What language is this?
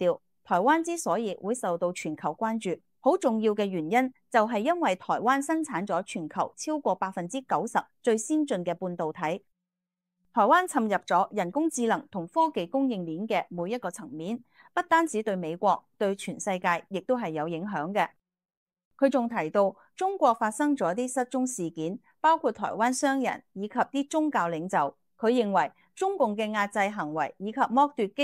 Cantonese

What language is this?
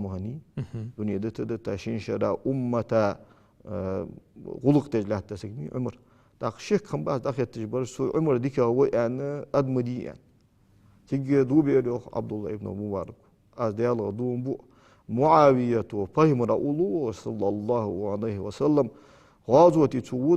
Ingush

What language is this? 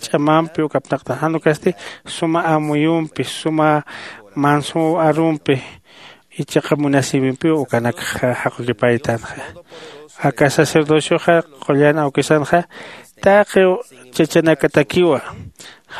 Aymara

